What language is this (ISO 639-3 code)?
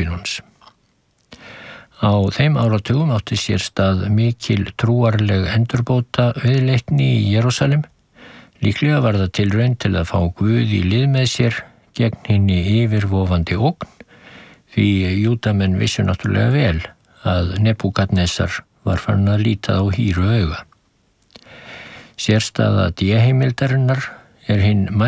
isl